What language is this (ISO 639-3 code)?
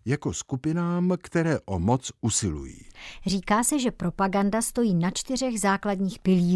ces